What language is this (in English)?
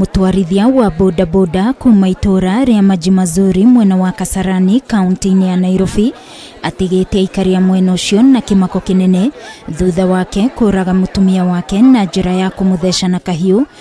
Kikuyu